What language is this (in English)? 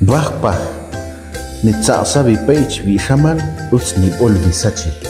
Ixil